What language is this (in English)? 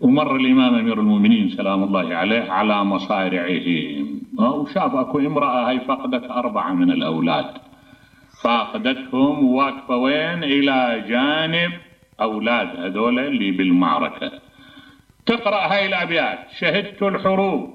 Mesopotamian Arabic